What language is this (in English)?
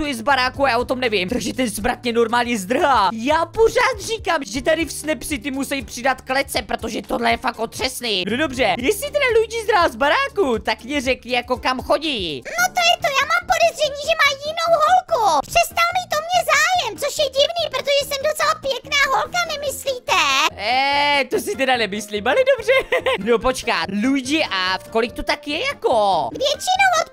Czech